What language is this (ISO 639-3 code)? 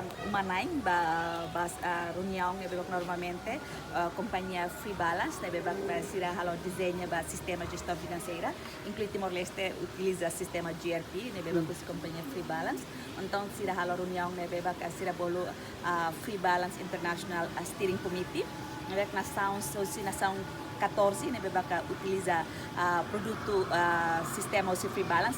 tet